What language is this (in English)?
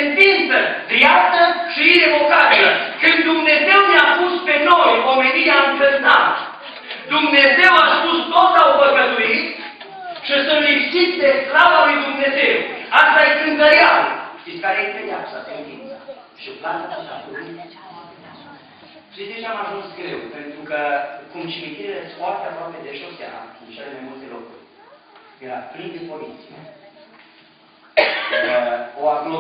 Romanian